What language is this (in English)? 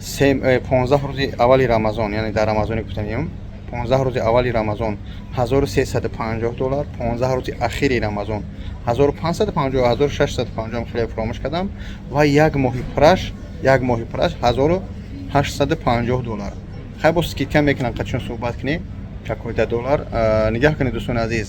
Tajik